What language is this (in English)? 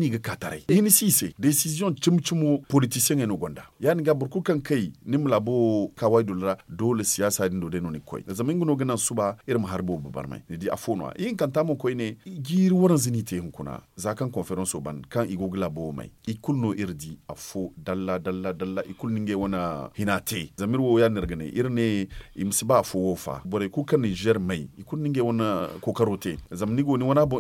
Zarma